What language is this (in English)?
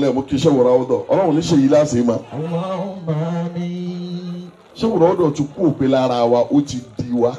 Yoruba